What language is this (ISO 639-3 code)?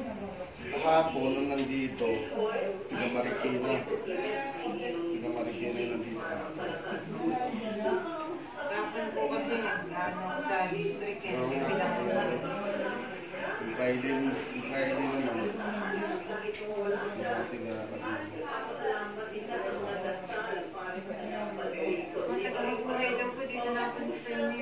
fil